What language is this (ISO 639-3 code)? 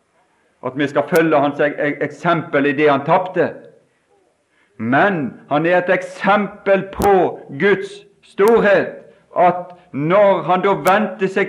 nor